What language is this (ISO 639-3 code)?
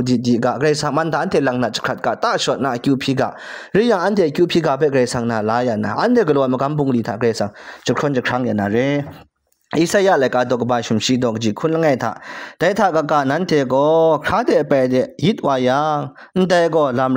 kac